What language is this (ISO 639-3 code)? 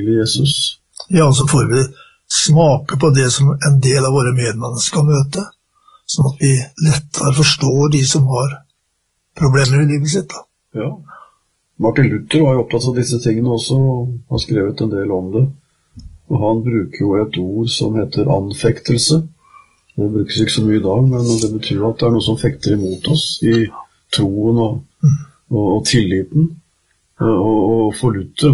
nor